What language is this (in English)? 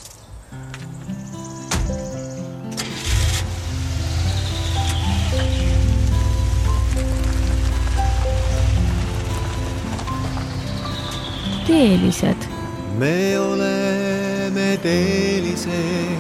Estonian